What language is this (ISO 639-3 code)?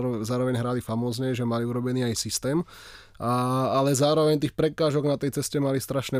slk